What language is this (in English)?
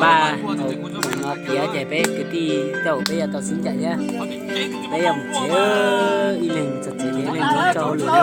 Hmong